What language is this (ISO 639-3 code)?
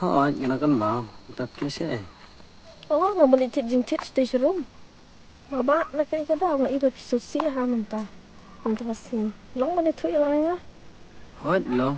kha